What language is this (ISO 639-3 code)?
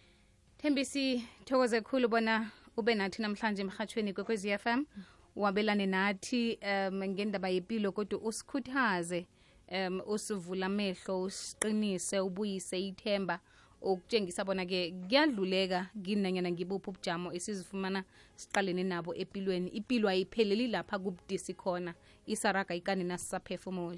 nbl